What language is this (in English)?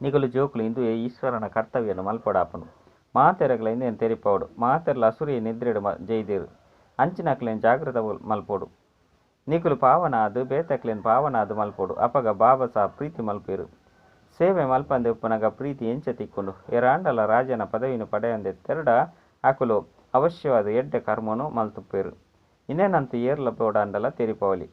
Tulu